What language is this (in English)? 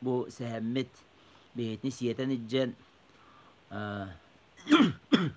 Yakut